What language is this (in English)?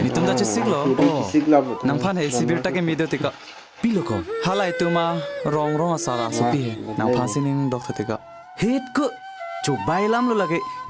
Karbi